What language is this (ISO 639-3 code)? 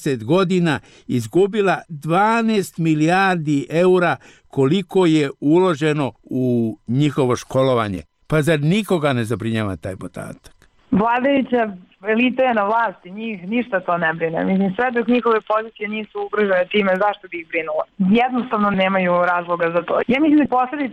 srp